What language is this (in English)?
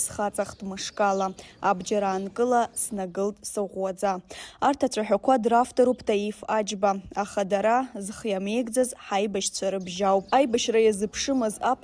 Abkhazian